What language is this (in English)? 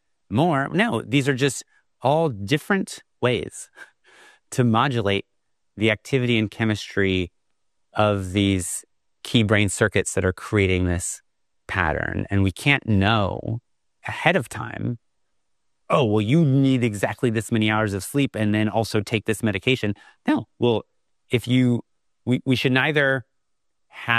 English